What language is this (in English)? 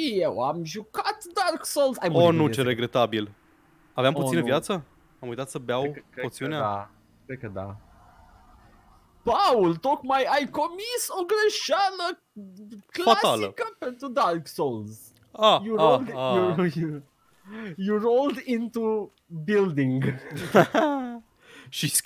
Romanian